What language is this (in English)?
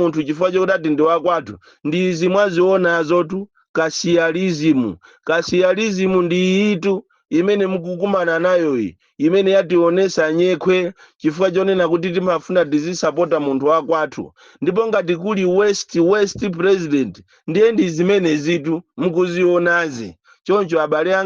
Nyanja